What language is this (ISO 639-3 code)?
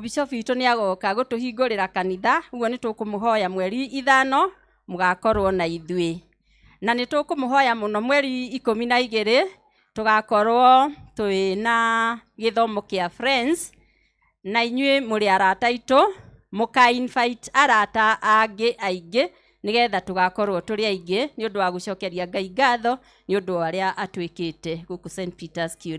kik